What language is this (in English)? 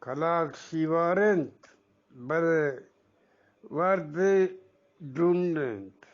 Eastern Balochi